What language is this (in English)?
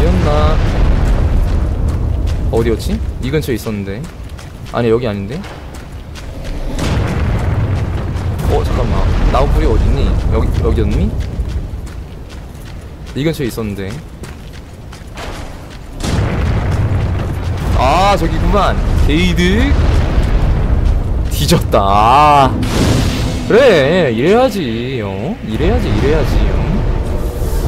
Korean